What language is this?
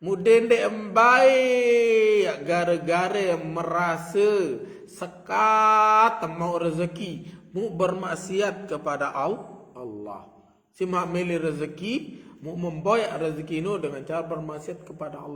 Sasak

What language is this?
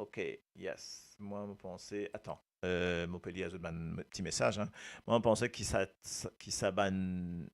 Morisyen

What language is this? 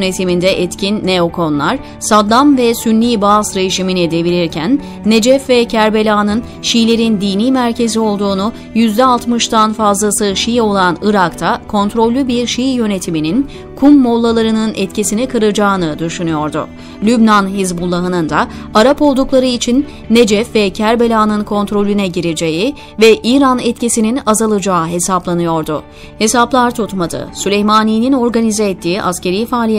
Turkish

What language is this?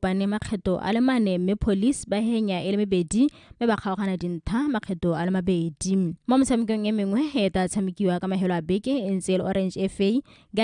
Tswana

